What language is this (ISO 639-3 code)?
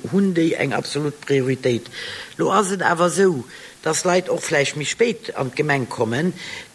ltz